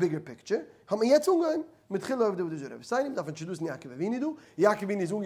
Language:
Yiddish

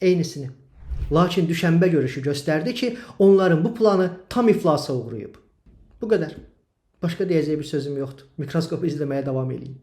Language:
Azerbaijani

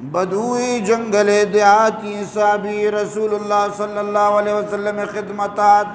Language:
Eastern Balochi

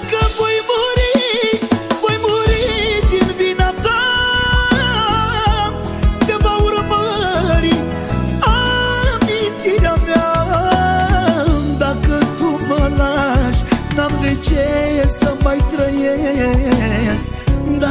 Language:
Romanian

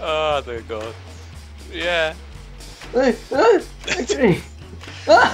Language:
Faroese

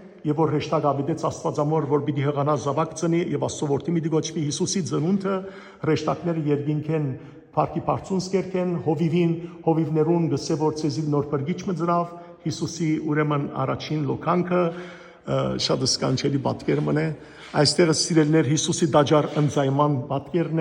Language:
Western Armenian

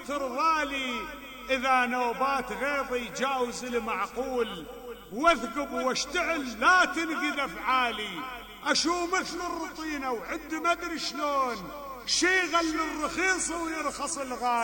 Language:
Mesopotamian Arabic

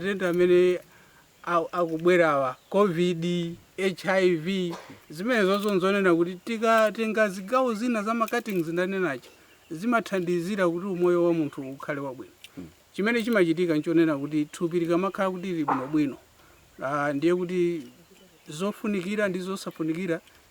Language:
Nyanja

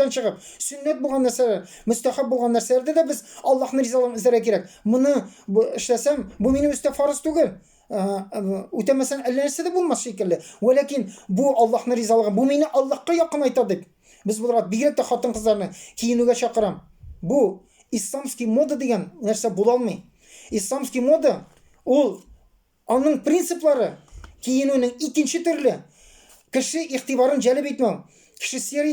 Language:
Tatar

